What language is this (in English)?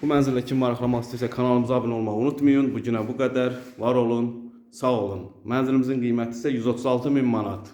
Azerbaijani